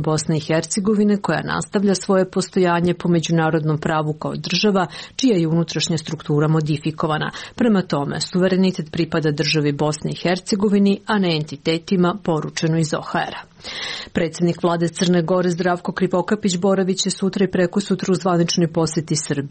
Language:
Serbian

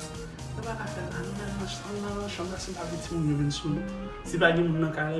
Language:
Haitian Creole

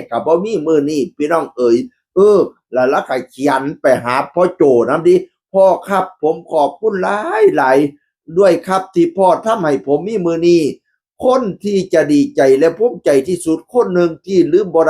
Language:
Northeastern Thai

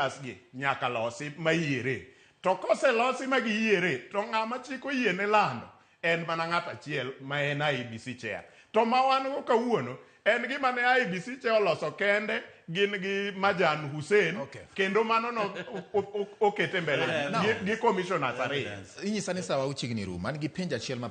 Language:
Luo (Kenya and Tanzania)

